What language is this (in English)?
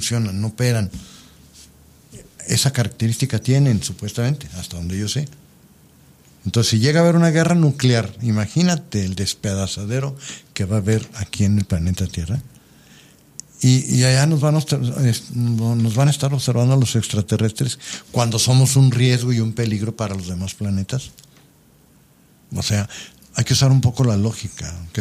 Spanish